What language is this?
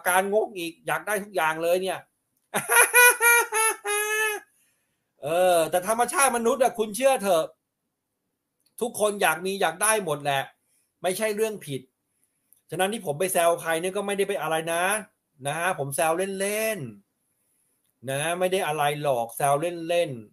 Thai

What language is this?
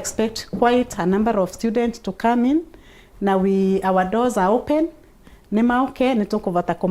Meru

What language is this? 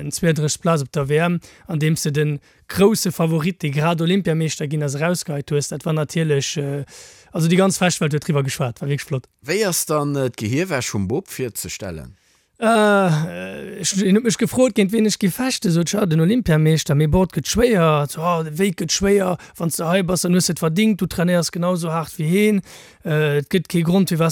Luxembourgish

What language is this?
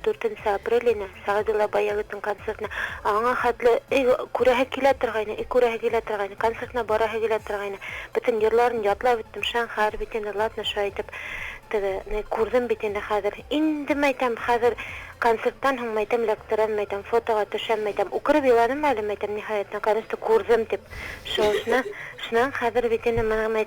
Bashkir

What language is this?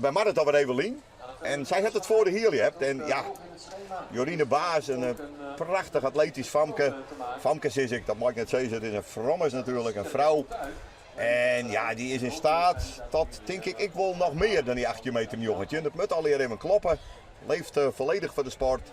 Western Frisian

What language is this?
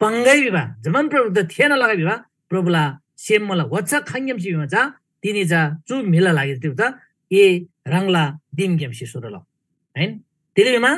Eastern Tamang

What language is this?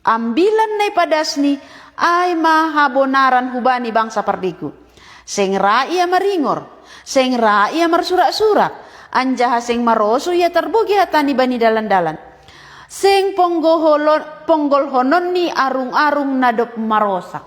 Batak Simalungun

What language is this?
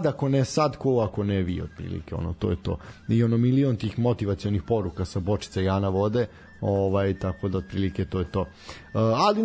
Serbian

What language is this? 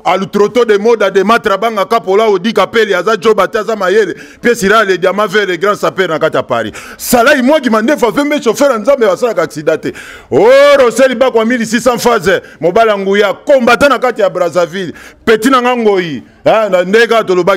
Lingala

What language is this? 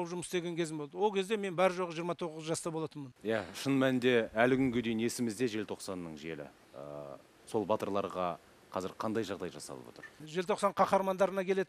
Kazakh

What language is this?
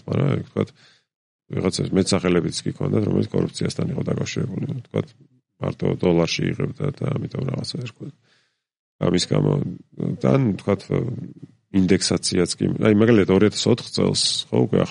Georgian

